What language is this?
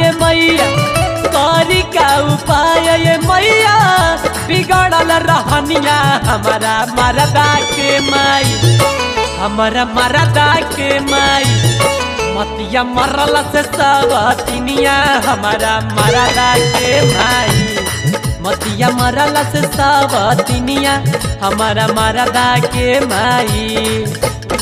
Bhojpuri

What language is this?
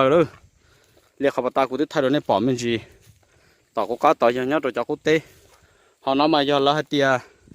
Hmong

